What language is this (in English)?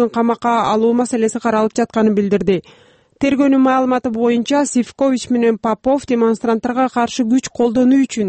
Kyrgyz